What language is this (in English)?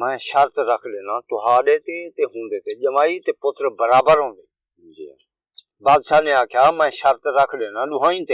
Saraiki